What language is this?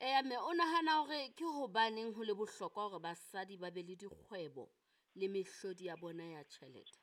Southern Sotho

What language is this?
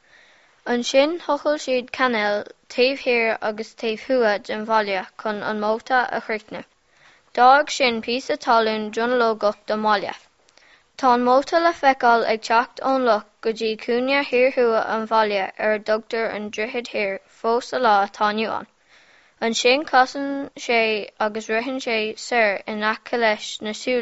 Irish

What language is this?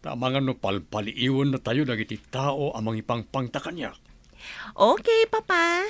Iloko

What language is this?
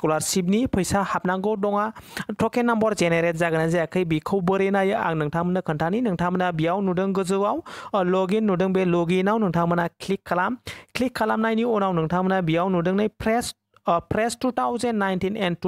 Bodo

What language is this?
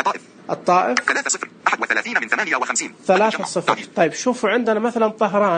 Najdi Arabic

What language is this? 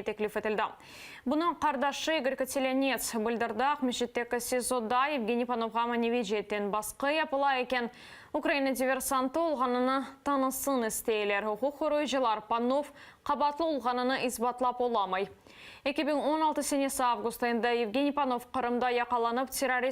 Crimean Tatar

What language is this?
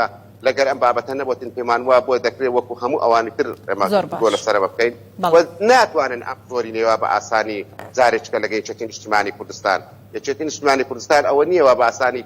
Central Kurdish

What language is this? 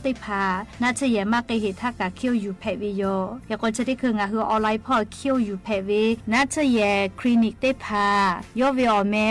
Lahu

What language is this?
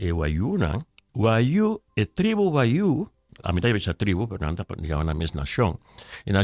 Papiamento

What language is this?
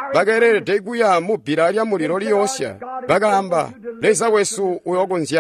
Tonga (Zambia)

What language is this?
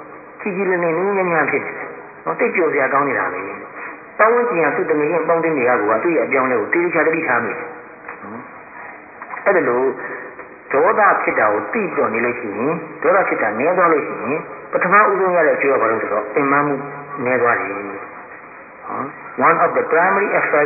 Burmese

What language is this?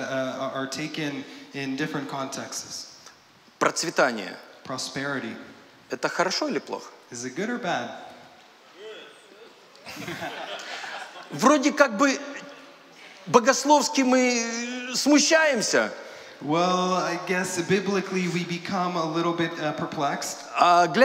Russian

